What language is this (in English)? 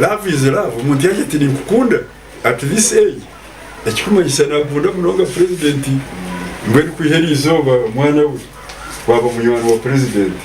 Nyankole